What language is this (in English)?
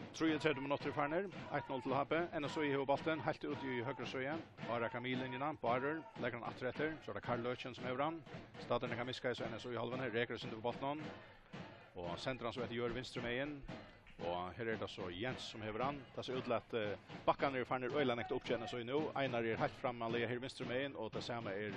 Faroese